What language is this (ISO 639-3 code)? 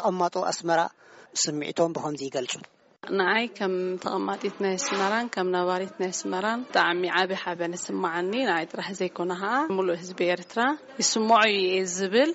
tir